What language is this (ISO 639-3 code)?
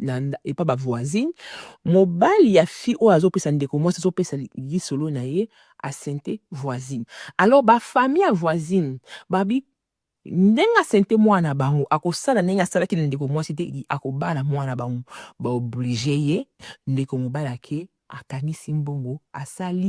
lin